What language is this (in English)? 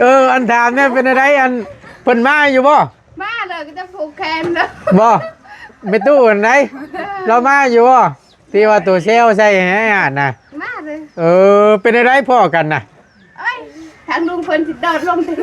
Northeastern Thai